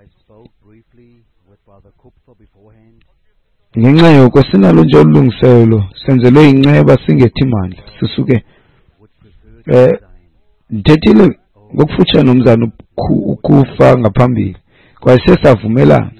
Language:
Xhosa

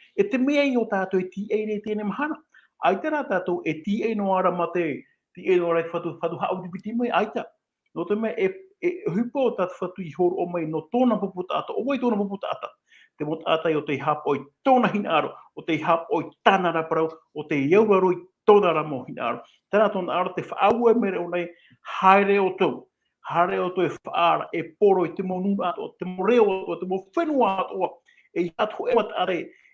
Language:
Tahitian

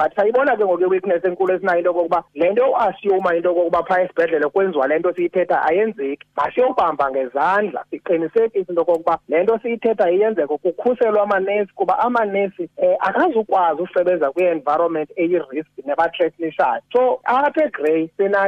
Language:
Xhosa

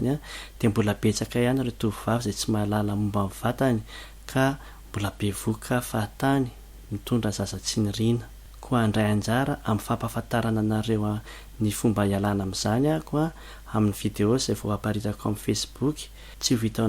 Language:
Malagasy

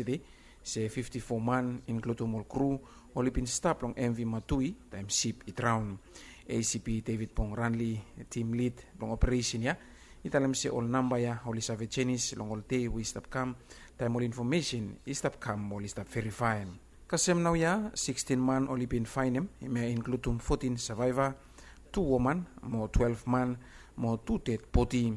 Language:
Bislama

